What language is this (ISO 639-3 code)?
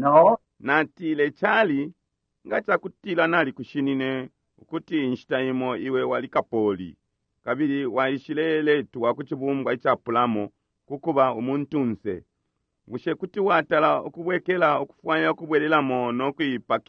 bem